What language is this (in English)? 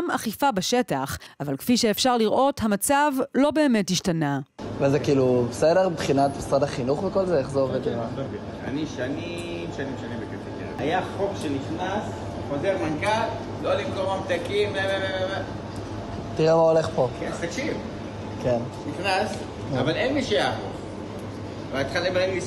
Hebrew